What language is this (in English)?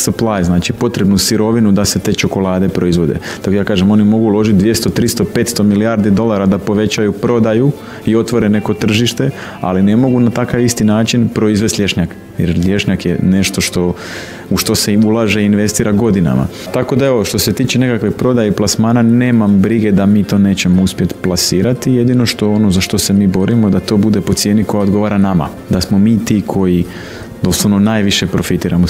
Croatian